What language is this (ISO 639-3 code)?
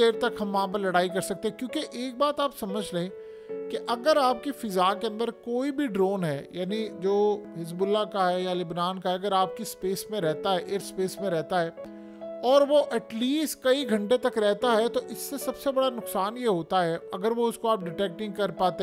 hin